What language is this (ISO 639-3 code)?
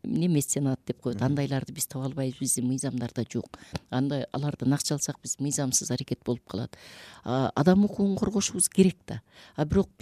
kir